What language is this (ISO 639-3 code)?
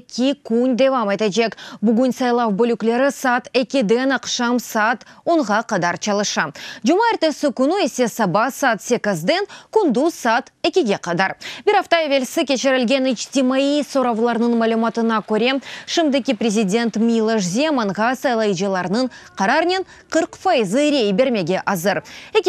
crh